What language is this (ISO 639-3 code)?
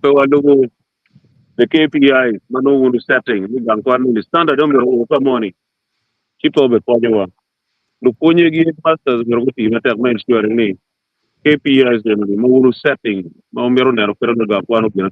ach